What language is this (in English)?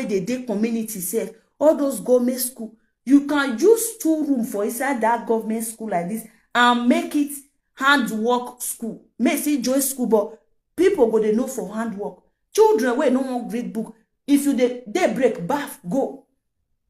Nigerian Pidgin